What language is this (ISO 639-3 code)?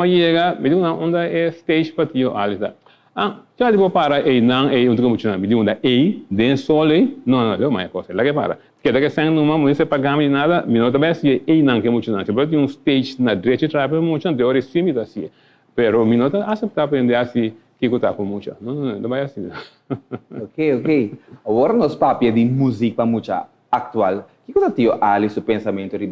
pap